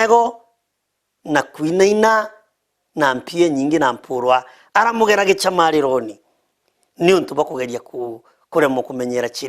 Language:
Meru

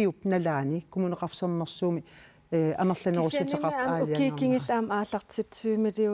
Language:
Kalaallisut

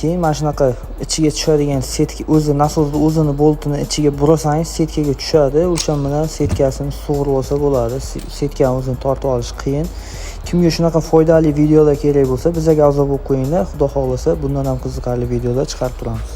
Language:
Uzbek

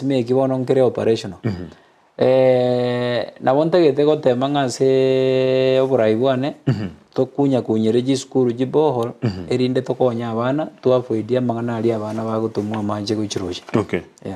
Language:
Gusii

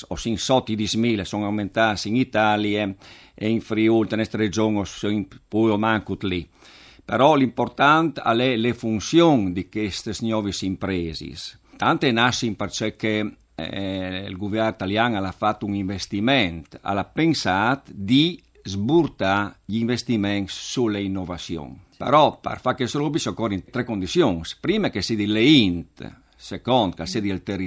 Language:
Friulian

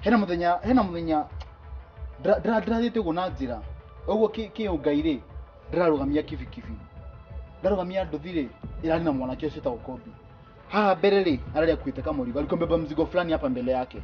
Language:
Kikuyu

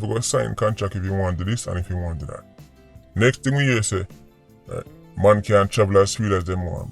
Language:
Jamaican Creole English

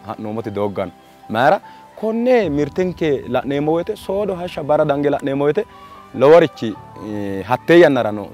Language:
Sidamo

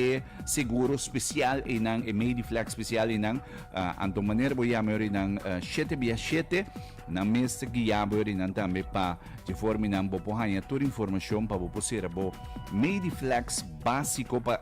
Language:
Papiamento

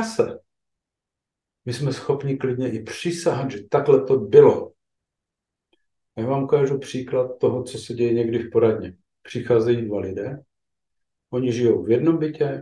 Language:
Czech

